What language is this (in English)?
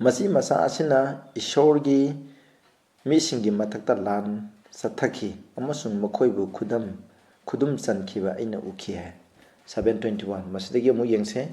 Manipuri